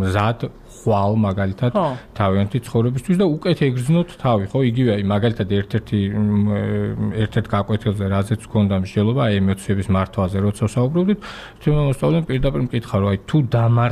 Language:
Georgian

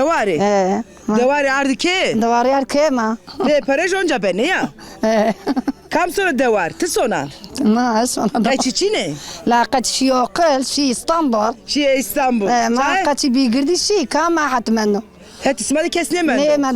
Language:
Zaza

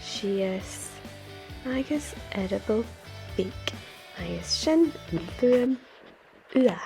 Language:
Scottish Gaelic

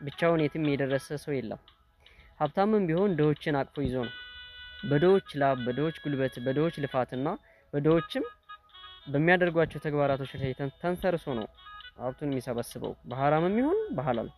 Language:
Amharic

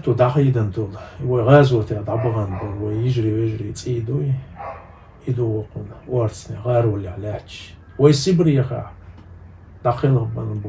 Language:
Chechen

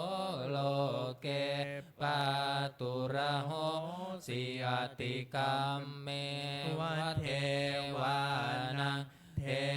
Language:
Pali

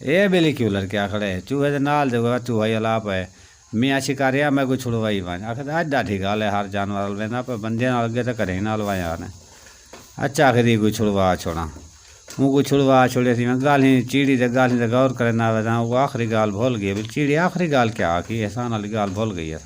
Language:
Saraiki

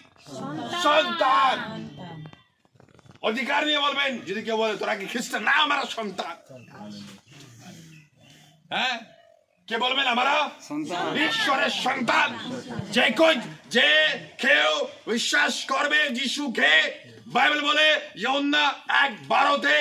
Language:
Bangla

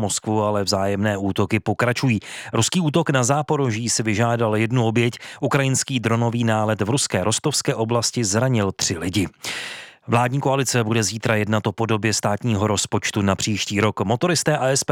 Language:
Czech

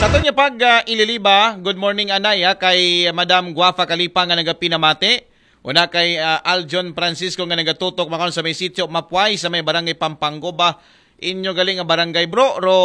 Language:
Aklanon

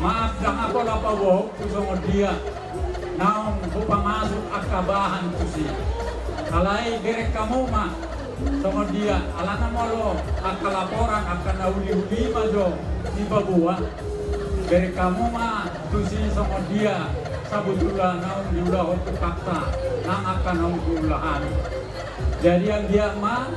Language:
Batak Toba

